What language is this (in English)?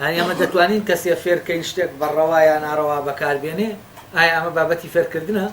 Central Kurdish